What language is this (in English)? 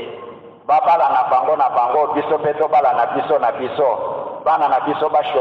Lingala